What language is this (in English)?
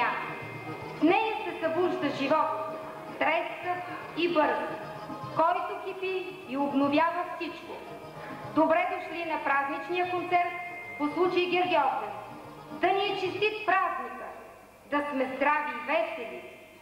Bulgarian